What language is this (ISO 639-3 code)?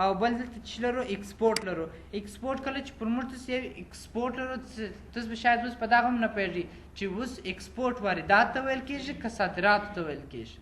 pus